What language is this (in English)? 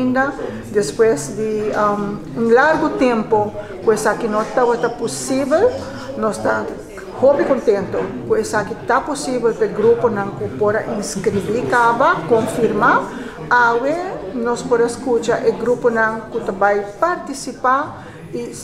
Papiamento